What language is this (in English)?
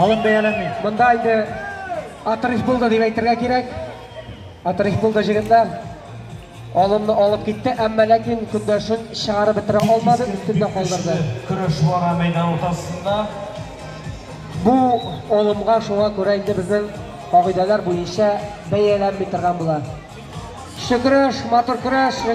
Tatar